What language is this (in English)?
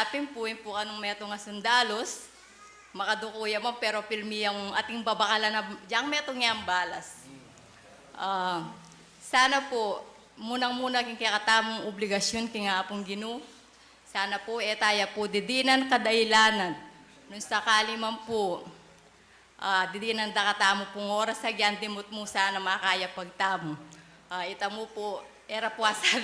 Pampanga